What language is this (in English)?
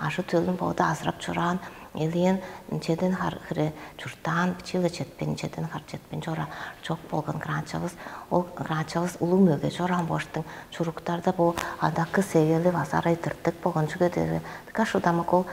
Tuvinian